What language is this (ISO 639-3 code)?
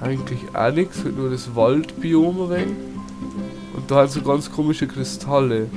bar